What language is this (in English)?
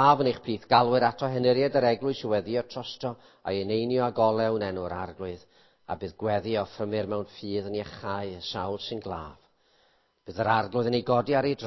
Welsh